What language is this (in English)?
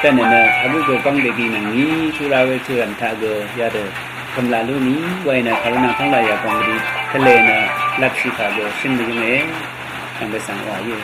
Rawang